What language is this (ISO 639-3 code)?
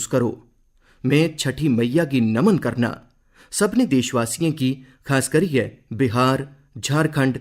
doi